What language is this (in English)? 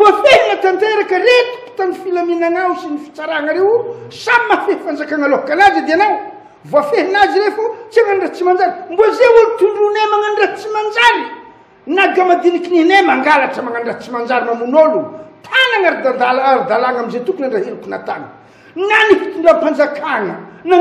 Malagasy